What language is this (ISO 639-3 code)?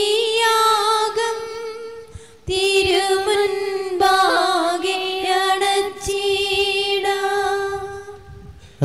mal